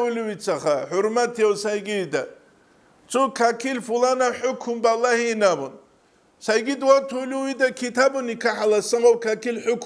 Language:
Avaric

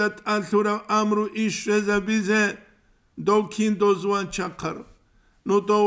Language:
Avaric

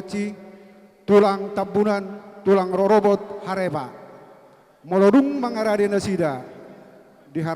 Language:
Batak Toba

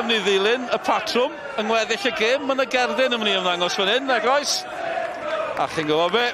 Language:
Welsh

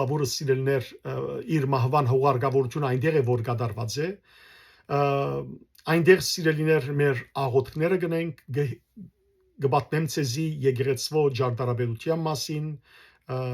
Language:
Western Armenian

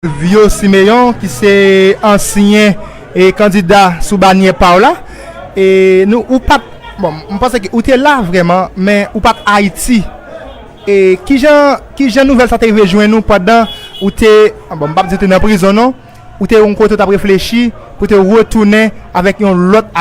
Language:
Haitian Creole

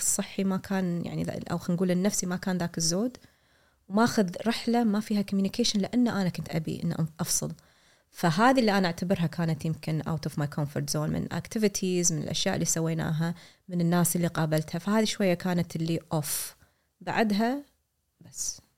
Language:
Gulf Arabic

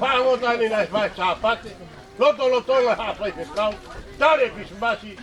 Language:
Tongan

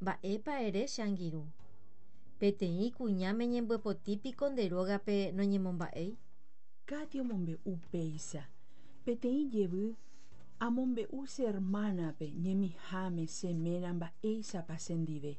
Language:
Guarani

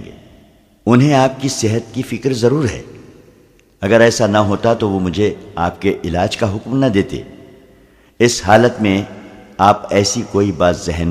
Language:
Urdu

